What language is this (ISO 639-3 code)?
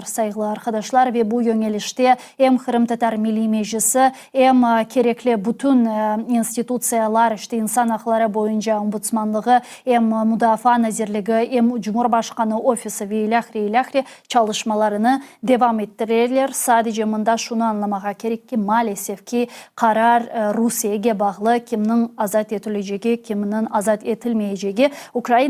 crh